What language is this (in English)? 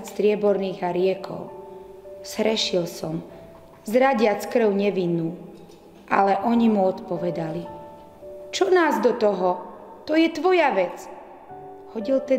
Slovak